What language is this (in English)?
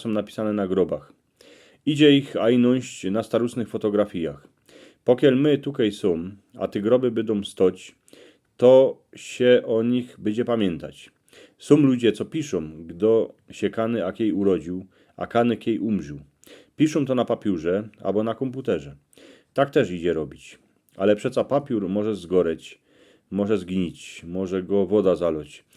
Silesian